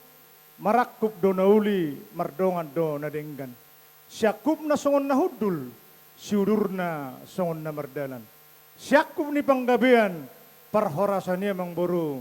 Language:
Batak Toba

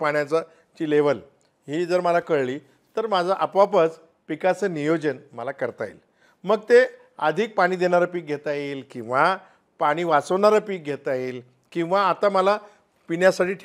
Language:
Marathi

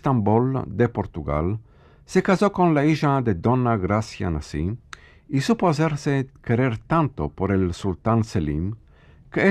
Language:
Ladino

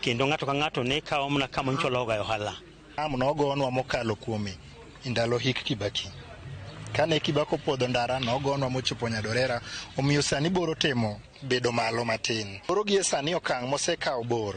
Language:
Luo (Kenya and Tanzania)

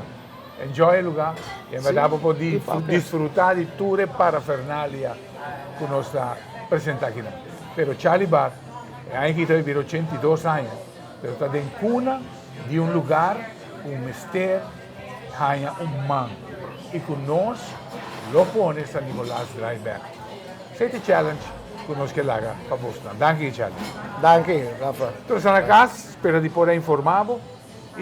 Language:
Papiamento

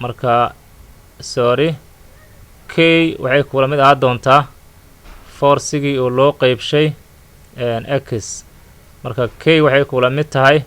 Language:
Somali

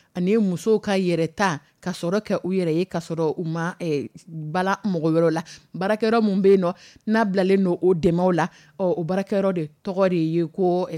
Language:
Dyula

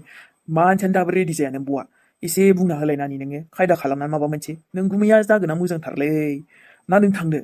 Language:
Bodo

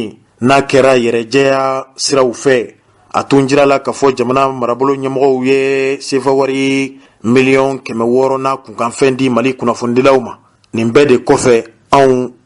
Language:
Bambara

